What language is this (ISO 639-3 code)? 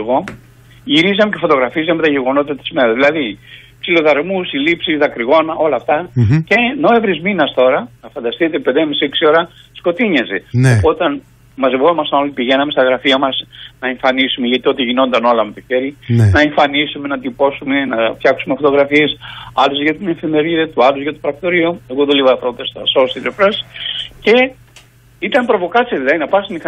ell